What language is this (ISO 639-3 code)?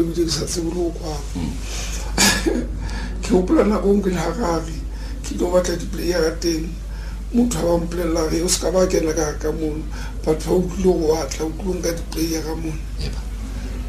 tsn